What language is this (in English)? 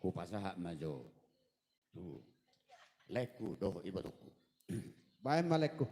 Batak Toba